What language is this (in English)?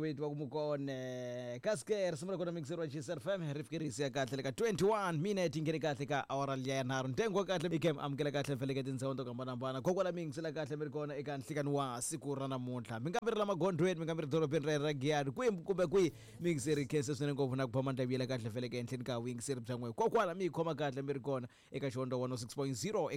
Tsonga